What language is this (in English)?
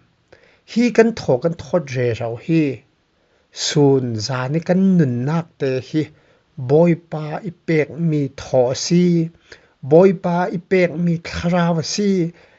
Falam Chin